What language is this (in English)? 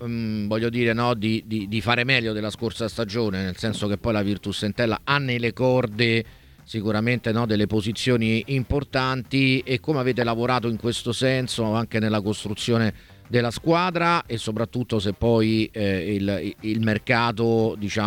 Italian